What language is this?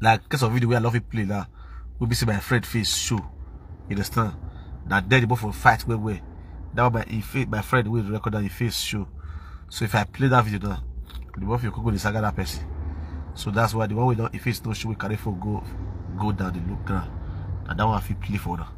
Nigerian Pidgin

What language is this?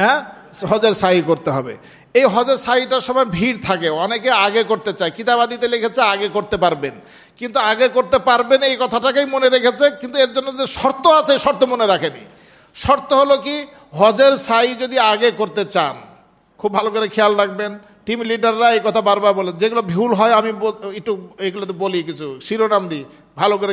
Bangla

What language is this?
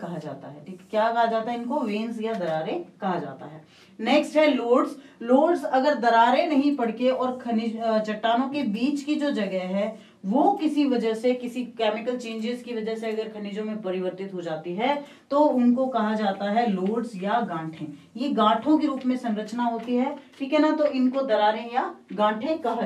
Hindi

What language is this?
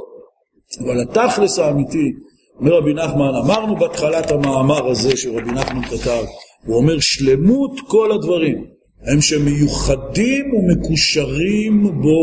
Hebrew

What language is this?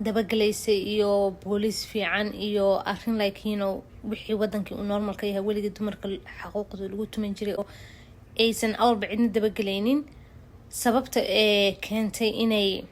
Somali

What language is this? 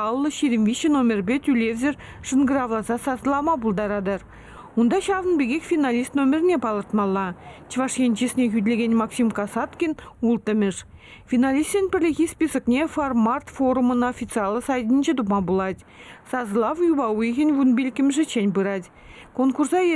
Chuvash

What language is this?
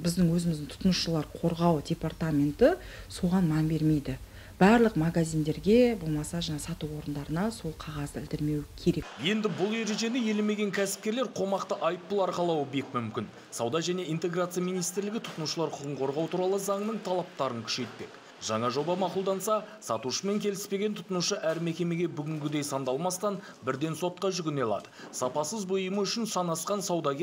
Kyrgyz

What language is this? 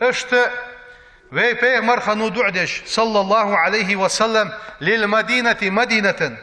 Ingush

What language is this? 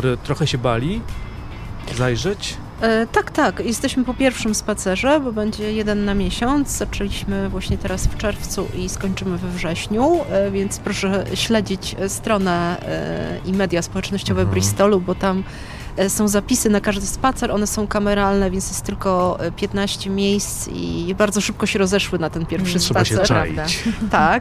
Polish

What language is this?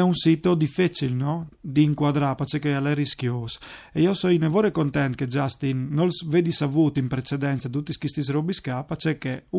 Friulian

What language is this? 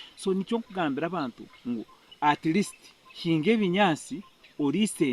Nyankole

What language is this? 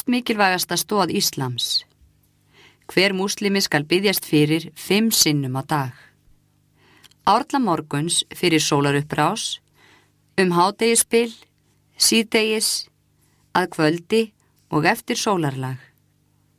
Icelandic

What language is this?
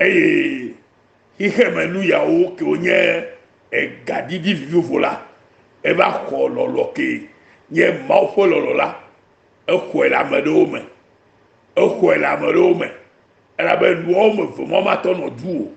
Ewe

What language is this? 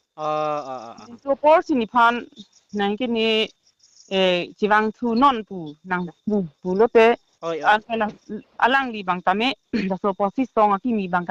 Karbi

